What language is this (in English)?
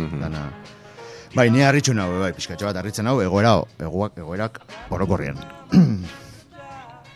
Basque